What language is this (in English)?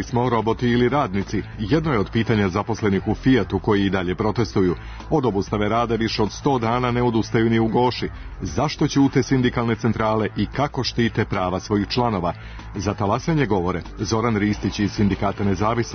Serbian